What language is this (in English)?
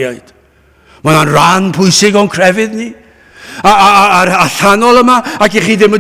Welsh